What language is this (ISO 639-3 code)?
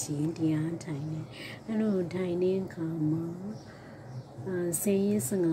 mya